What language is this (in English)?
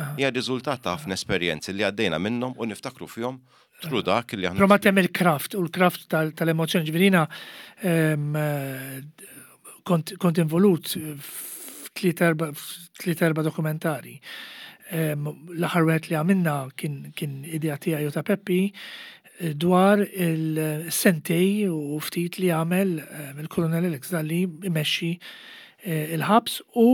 Maltese